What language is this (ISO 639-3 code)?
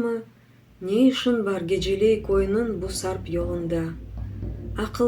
crh